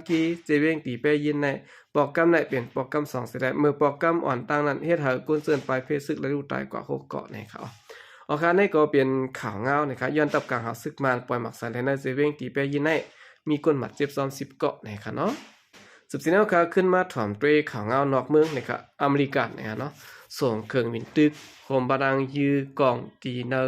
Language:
Shan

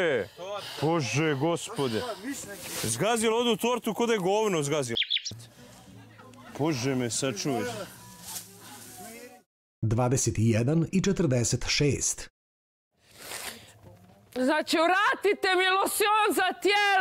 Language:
Bosnian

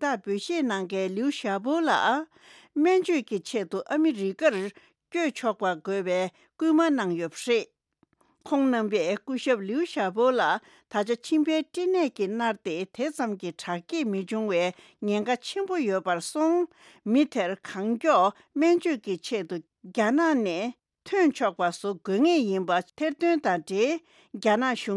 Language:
Tibetan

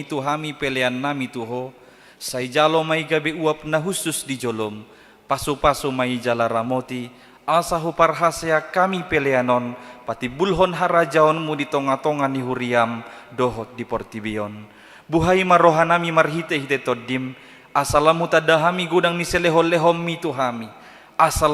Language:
Batak Toba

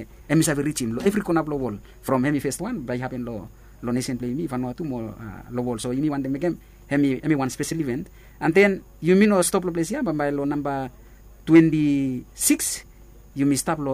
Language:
Bislama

